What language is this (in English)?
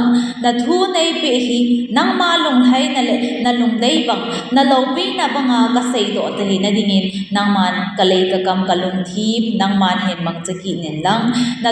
Thado Chin